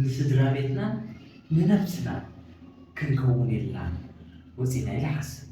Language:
Tigrinya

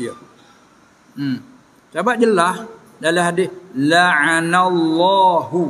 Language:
Malay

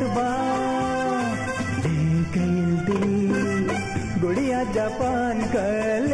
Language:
Bhojpuri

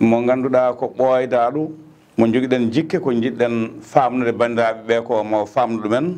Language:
Fula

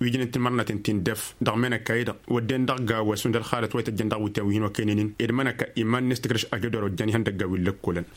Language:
Tamasheq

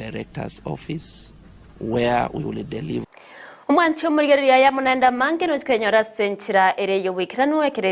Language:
Gusii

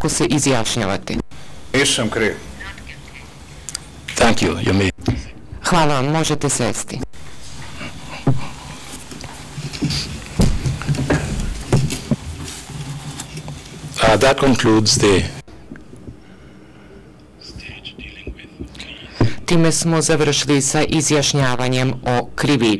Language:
Serbian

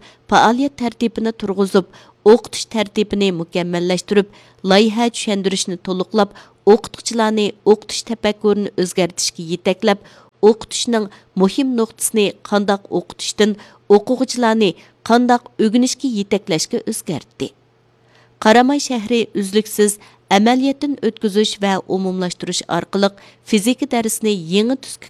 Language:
Uyghur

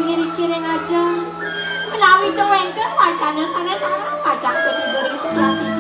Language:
Balinese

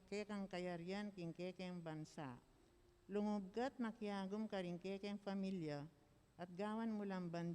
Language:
Pampanga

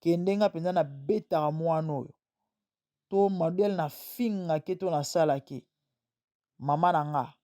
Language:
Lingala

